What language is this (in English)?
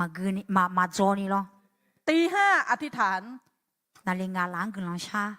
Akha